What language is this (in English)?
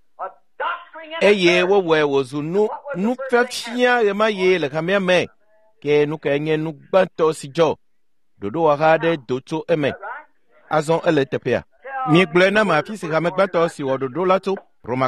Ewe